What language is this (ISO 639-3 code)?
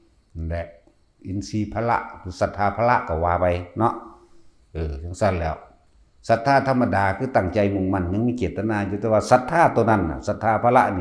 tts